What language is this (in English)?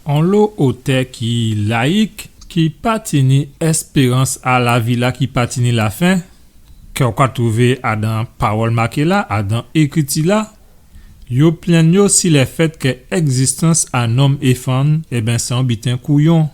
Guadeloupean Creole French